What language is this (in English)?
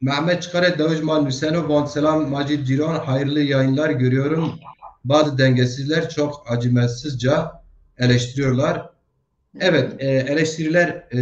Zaza